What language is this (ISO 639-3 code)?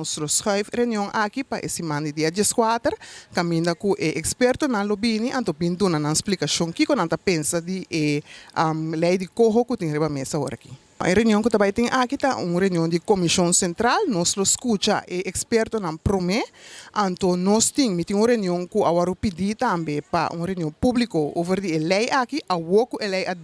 pap